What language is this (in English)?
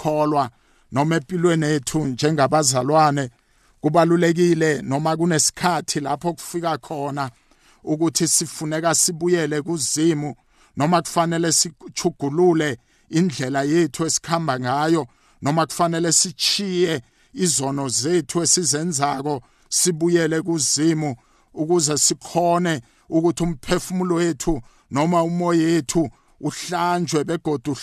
South Ndebele